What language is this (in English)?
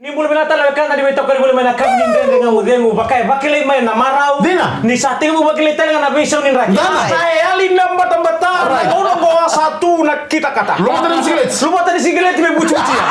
Fijian